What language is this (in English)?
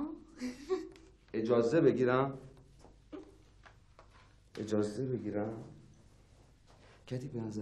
Persian